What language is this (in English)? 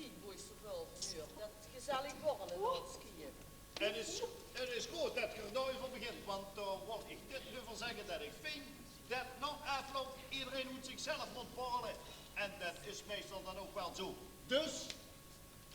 Limburgish